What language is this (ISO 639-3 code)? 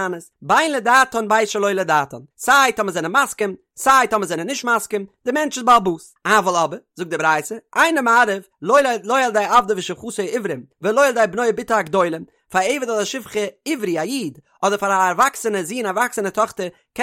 yid